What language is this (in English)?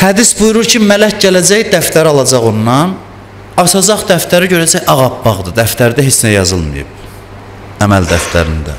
Azerbaijani